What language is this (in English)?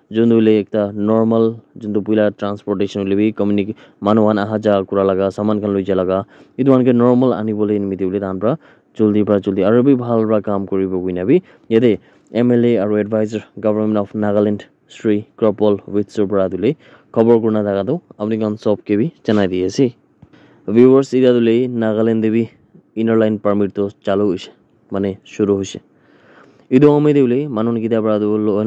Naga Pidgin